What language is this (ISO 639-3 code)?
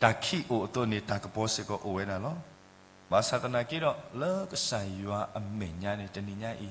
ksw